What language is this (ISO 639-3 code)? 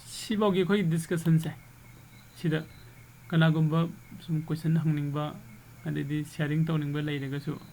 mni